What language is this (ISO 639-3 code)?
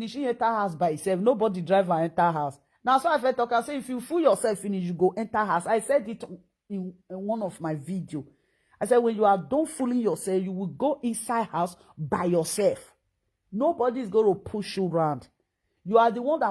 pcm